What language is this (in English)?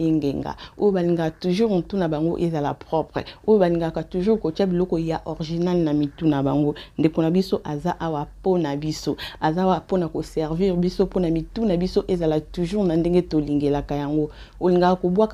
Lingala